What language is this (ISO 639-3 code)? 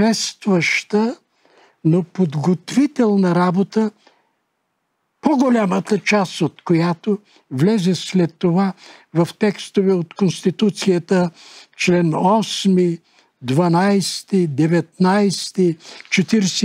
bul